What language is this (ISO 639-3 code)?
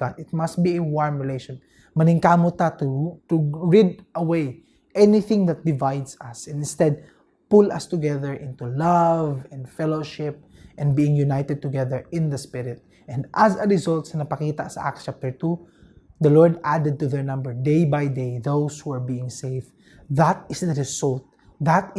ceb